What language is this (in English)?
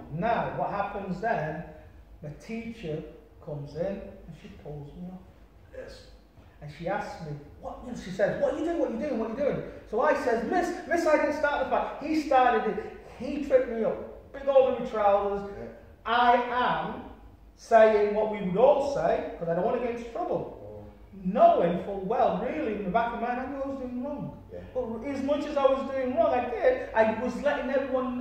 English